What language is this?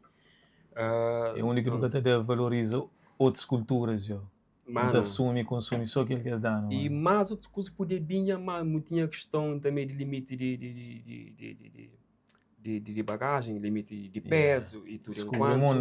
Kabuverdianu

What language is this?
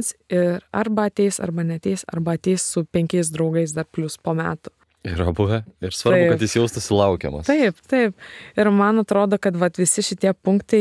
Lithuanian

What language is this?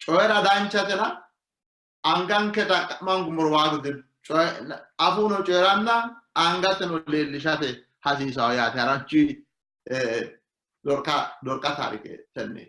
Sidamo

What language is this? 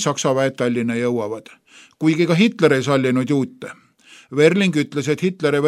Estonian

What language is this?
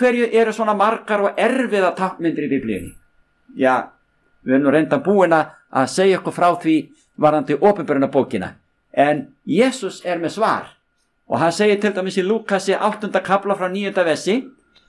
Icelandic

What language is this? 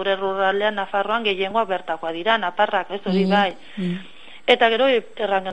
Basque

